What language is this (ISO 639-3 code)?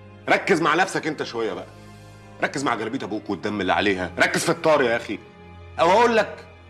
arz